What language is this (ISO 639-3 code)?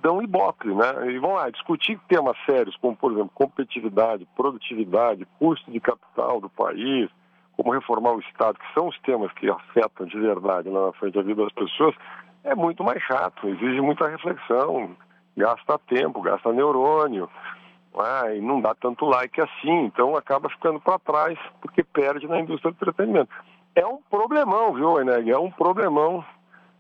por